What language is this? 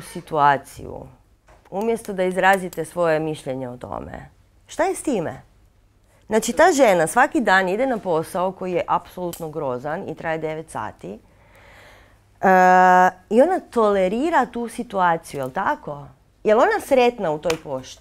Croatian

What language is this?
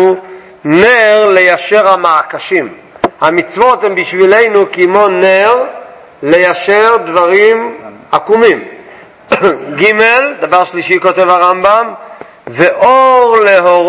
Hebrew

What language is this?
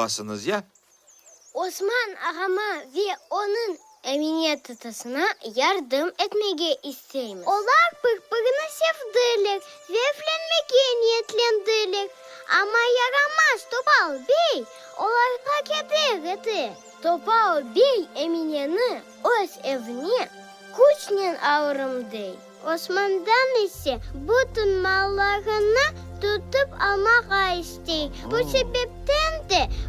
Crimean Tatar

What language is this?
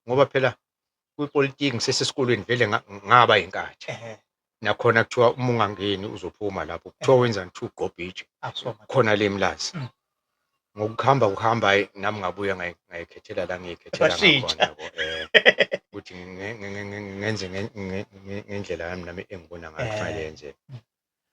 Zulu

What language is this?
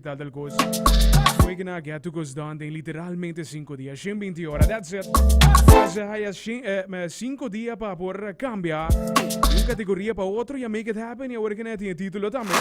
Papiamento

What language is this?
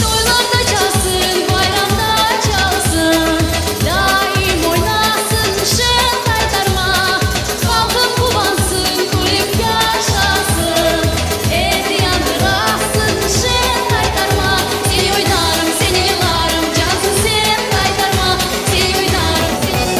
Crimean Tatar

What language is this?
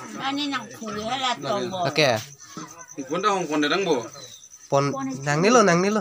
Karbi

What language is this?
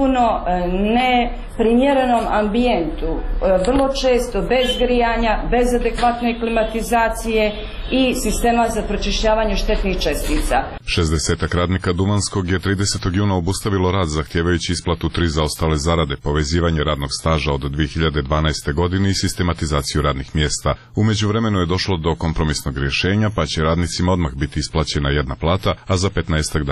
Serbian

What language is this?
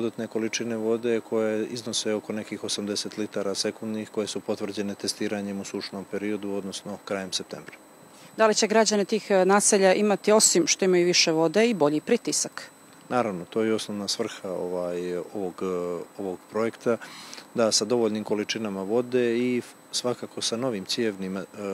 Serbian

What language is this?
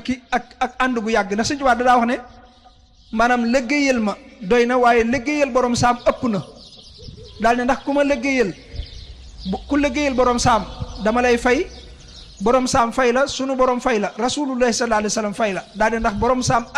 Wolof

